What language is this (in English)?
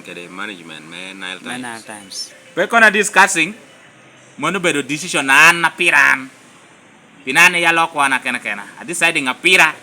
Lango (Uganda)